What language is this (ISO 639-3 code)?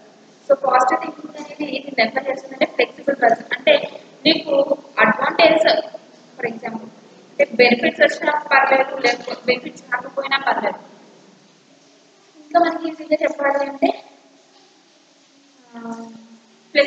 tel